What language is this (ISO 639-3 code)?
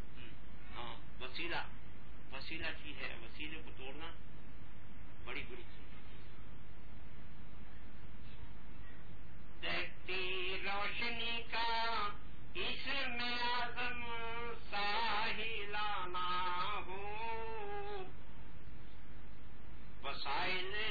urd